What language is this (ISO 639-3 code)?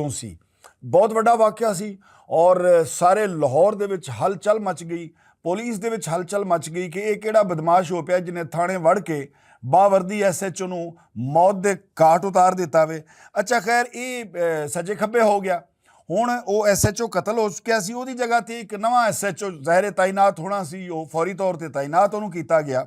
lah